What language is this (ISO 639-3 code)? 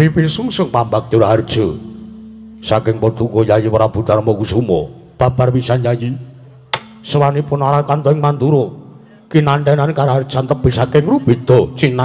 jav